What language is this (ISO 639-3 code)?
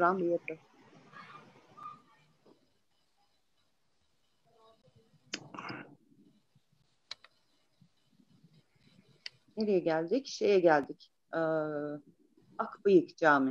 tur